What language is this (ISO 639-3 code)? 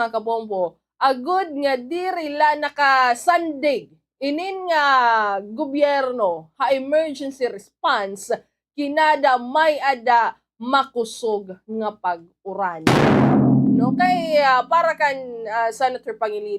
war